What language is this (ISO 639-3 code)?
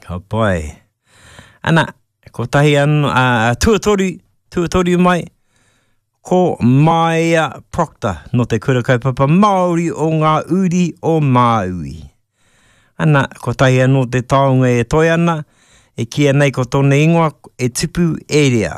mri